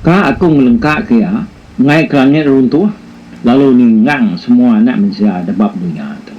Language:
Iban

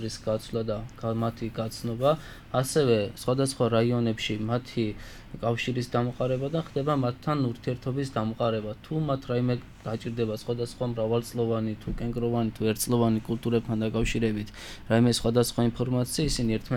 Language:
Georgian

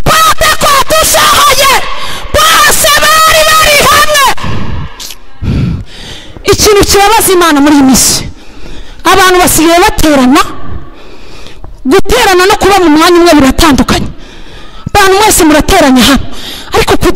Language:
Kinyarwanda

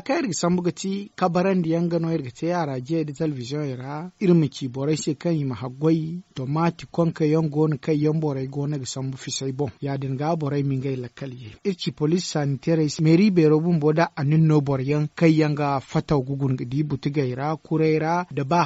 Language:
Zarma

